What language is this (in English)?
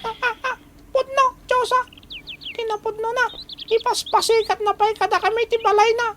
Iloko